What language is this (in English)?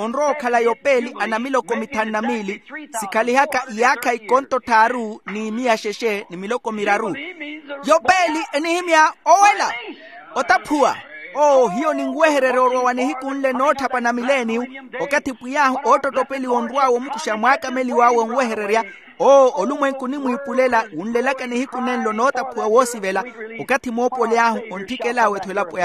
Makhuwa